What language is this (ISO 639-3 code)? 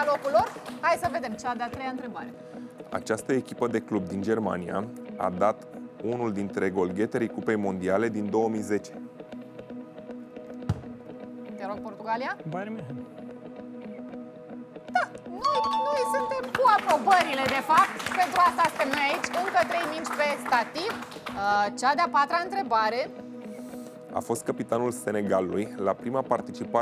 ron